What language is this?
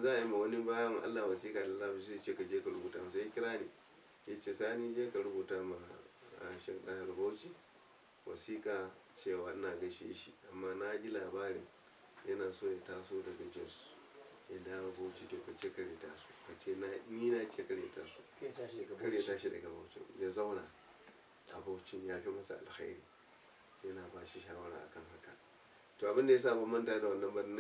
Hausa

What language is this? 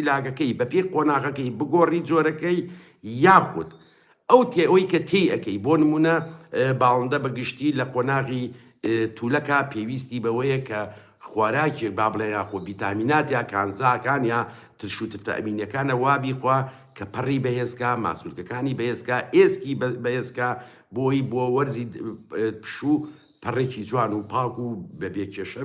Central Kurdish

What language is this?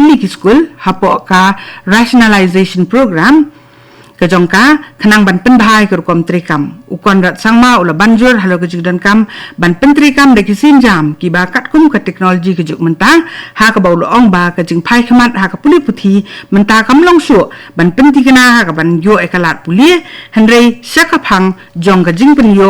Khasi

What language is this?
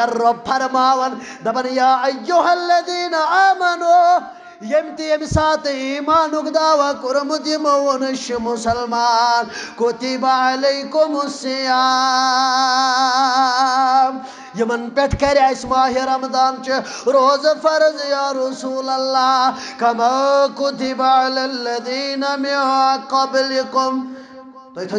Kashmiri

